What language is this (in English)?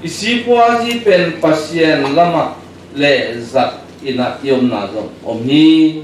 Tedim Chin